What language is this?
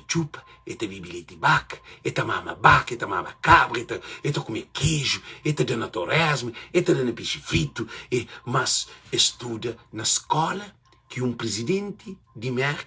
Kabuverdianu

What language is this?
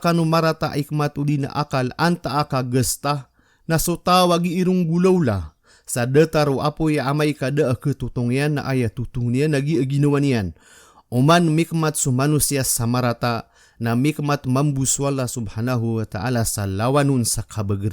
Maranao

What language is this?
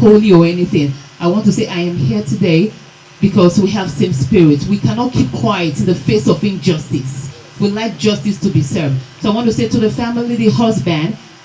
Nigerian Pidgin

